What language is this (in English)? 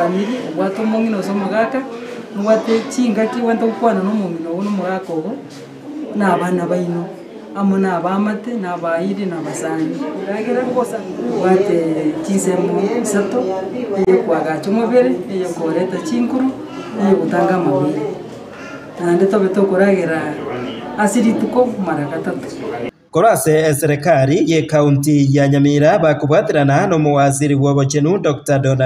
Gusii